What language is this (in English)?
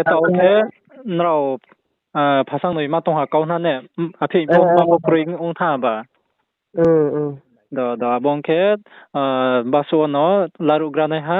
Riang (India)